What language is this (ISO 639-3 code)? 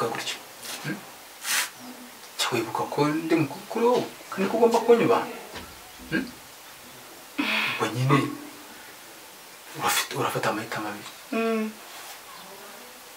kin